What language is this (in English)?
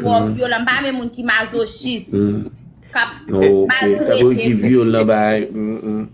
Haitian Creole